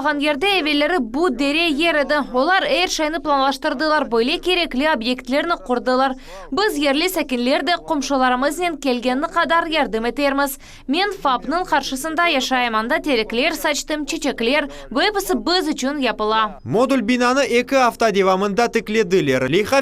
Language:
Crimean Tatar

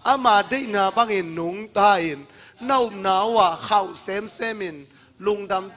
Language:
Tedim Chin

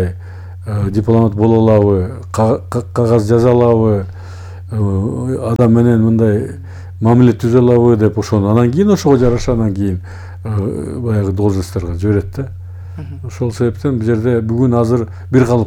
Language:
Kyrgyz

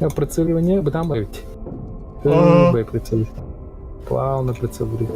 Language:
Yakut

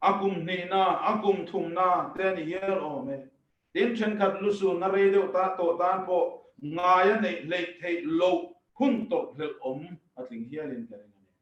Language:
Mizo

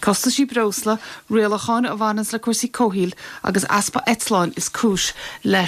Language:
Irish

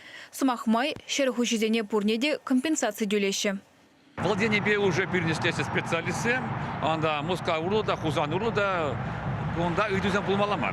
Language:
Chuvash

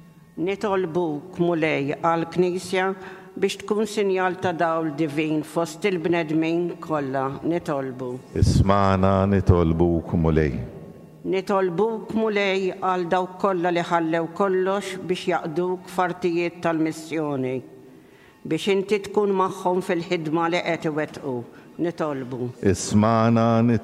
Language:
Maltese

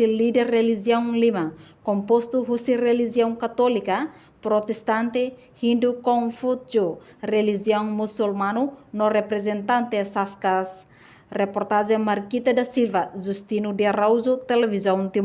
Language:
Tetum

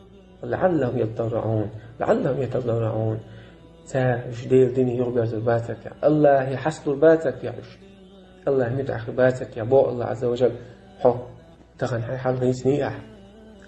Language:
Chechen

